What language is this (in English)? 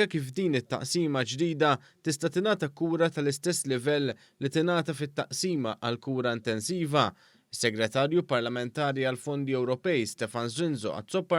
Maltese